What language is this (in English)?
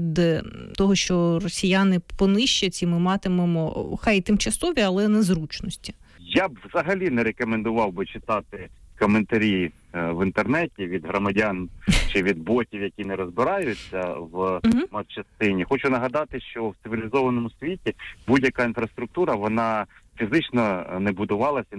Ukrainian